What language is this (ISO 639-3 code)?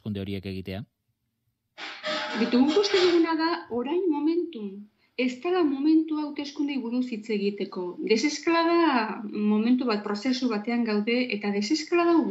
eus